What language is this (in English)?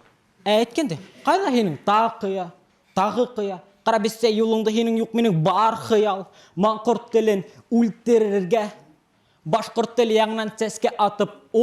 Bashkir